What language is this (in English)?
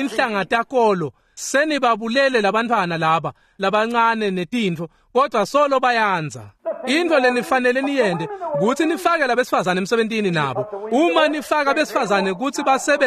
Swati